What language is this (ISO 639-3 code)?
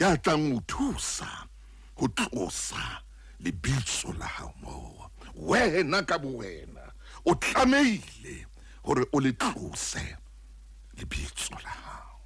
sot